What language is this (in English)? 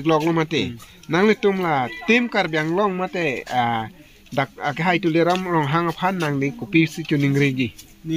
Karbi